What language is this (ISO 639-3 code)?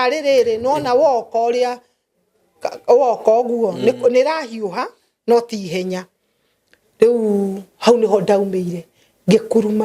kik